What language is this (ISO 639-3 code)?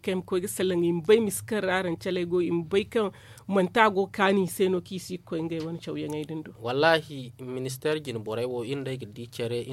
dje